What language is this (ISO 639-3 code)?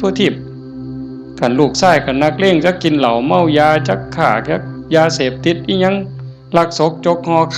tts